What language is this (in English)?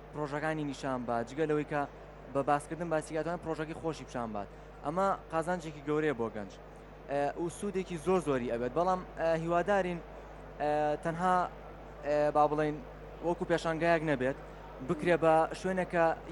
Central Kurdish